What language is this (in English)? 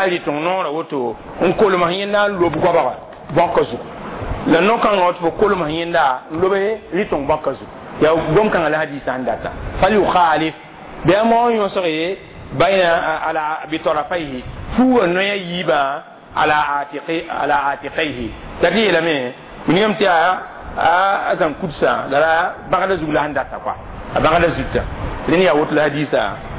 Mossi